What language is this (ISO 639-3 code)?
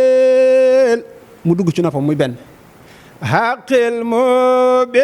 wol